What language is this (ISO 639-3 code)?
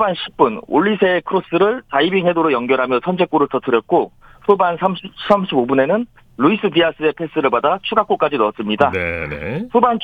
kor